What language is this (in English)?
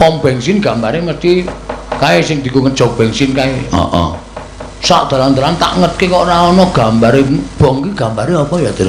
Javanese